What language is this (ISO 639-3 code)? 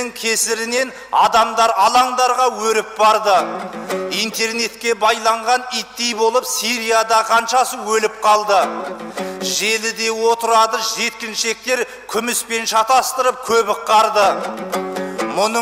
kaz